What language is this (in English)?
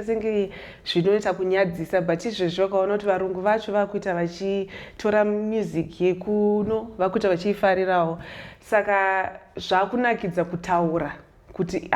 Shona